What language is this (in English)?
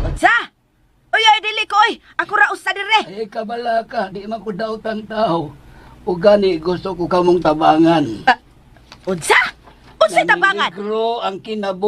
Cebuano